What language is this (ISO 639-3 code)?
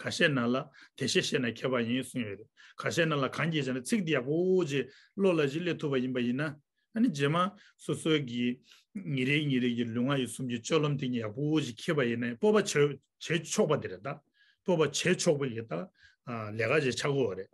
bod